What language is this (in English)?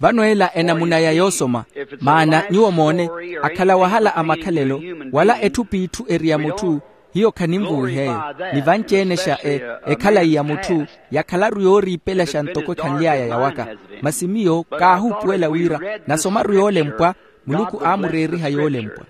Makhuwa